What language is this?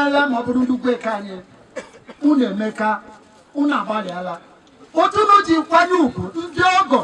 Igbo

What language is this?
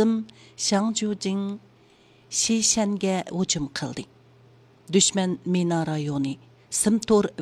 Uyghur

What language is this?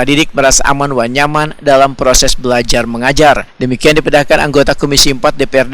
Banjar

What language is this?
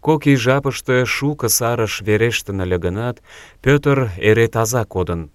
Mari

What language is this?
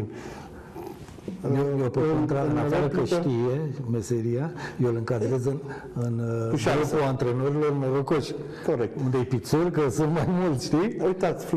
Romanian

